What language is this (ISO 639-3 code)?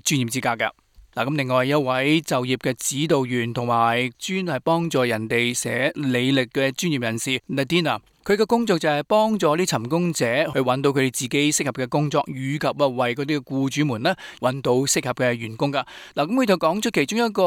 yue